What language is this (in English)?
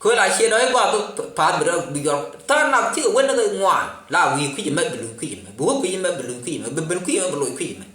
Nuer